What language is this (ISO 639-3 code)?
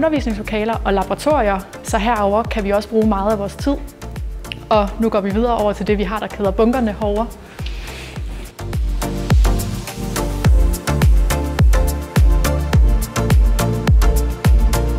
dan